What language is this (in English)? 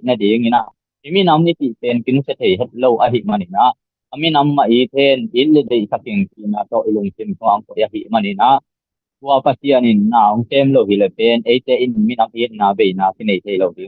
Tedim Chin